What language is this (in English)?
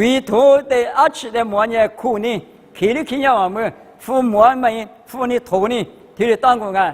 Lisu